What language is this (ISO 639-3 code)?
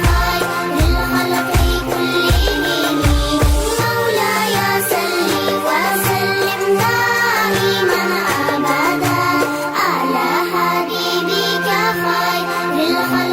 tgk